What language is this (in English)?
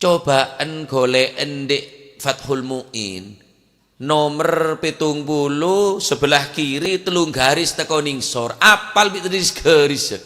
Madurese